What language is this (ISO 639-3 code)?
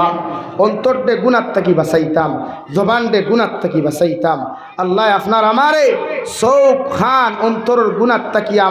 syl